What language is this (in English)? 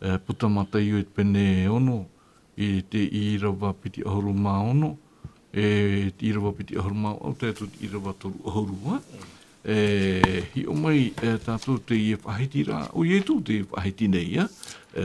Tahitian